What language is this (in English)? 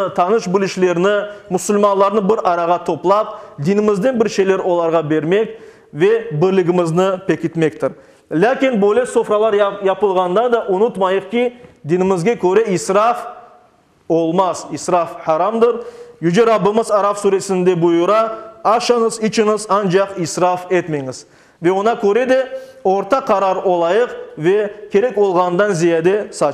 Crimean Tatar